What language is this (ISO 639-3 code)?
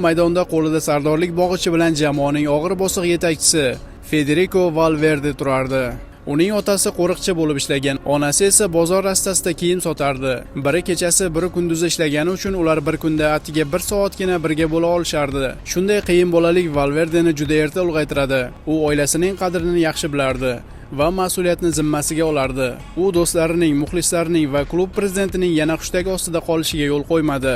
uzb